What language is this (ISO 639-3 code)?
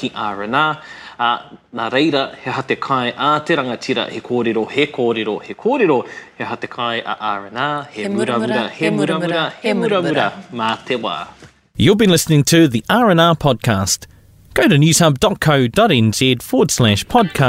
eng